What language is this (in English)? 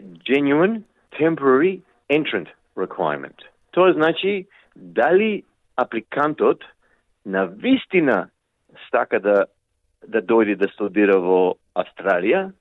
Macedonian